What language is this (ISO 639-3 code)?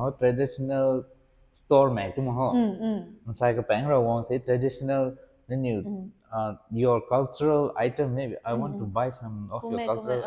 nbu